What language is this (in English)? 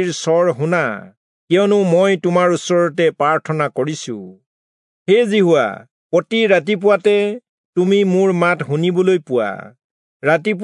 Assamese